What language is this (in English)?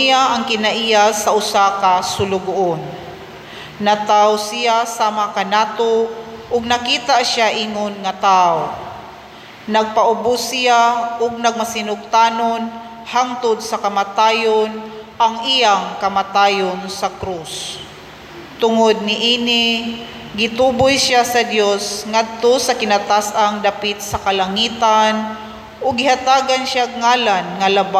Cebuano